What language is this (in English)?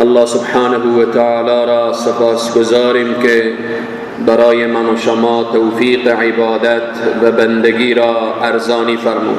Persian